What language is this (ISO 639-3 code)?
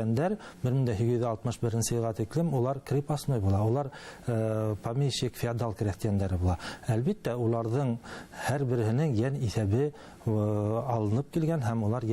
bak